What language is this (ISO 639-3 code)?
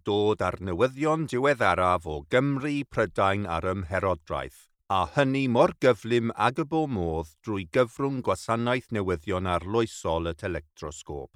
cym